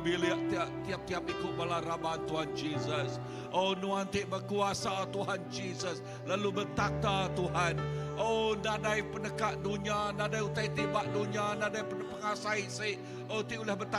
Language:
Iban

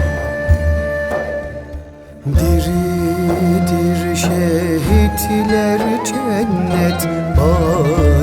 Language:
Turkish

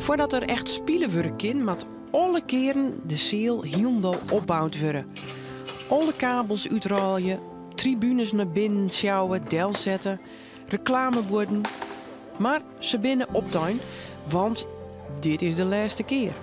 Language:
Western Frisian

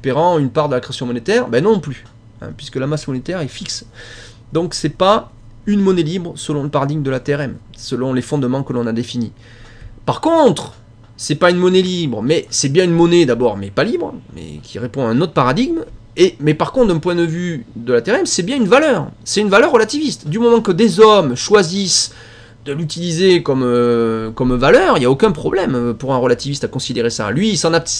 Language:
French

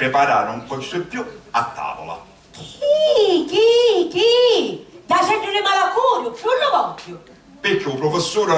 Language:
Sicilian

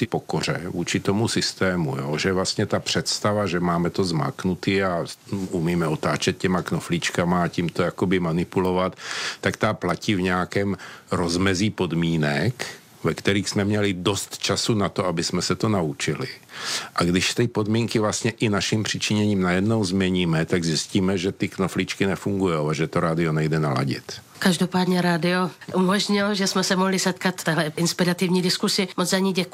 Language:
Czech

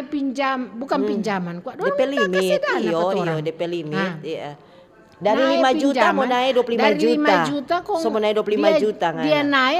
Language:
Manado Malay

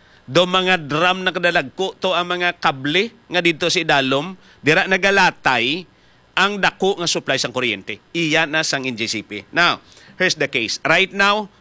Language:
Hiligaynon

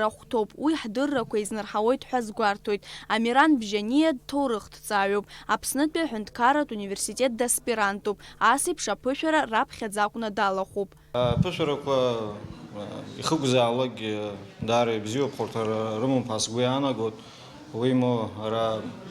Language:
Abkhazian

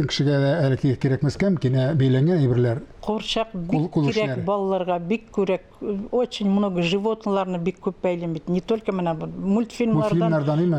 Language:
Tatar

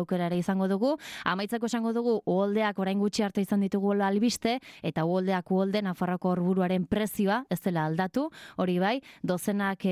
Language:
Basque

